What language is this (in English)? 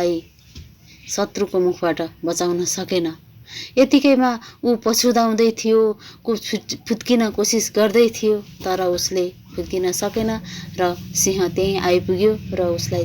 Nepali